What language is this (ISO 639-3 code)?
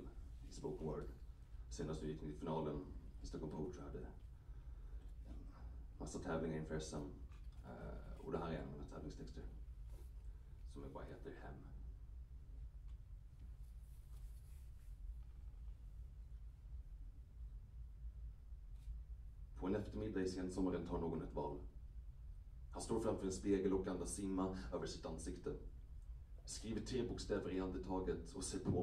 swe